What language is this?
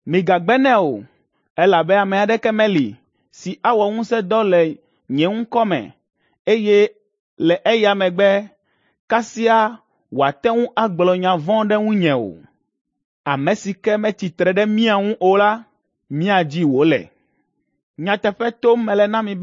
Ewe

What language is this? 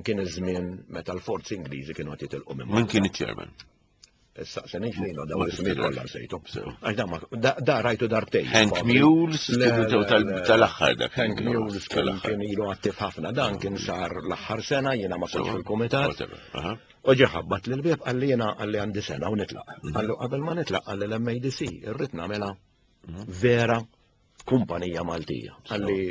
Maltese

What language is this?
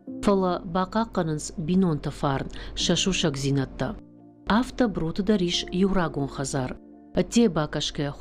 Ossetic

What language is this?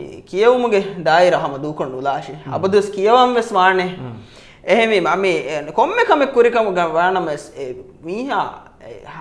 Divehi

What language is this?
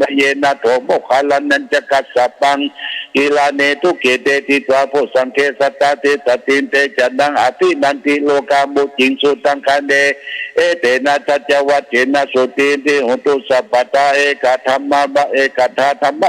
Pali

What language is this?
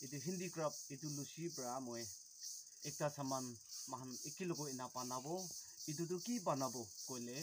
Naga Pidgin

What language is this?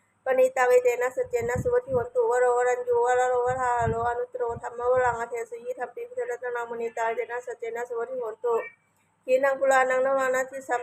Pali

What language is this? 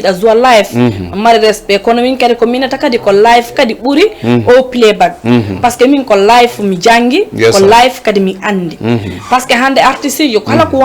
Fula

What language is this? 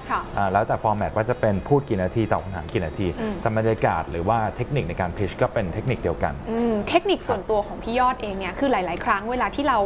Thai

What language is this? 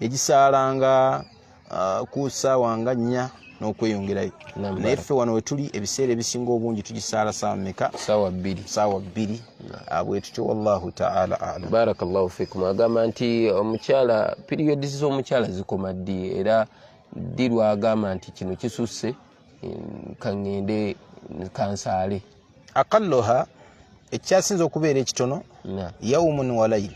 Ganda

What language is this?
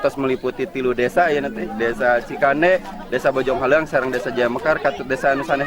Sundanese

